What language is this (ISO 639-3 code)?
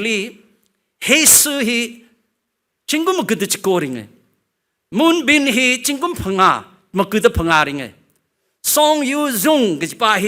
nmf